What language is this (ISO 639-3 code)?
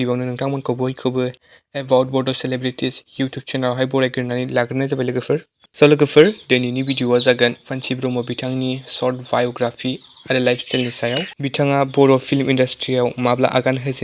brx